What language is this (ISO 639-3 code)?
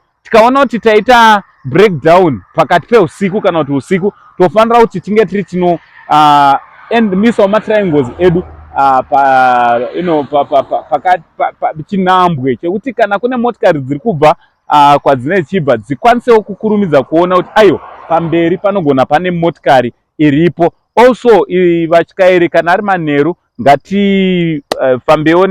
sna